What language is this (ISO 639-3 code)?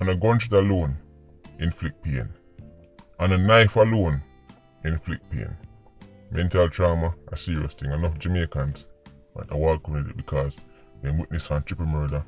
jam